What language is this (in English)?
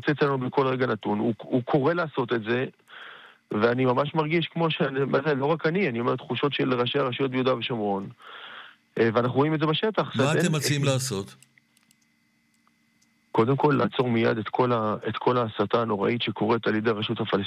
Hebrew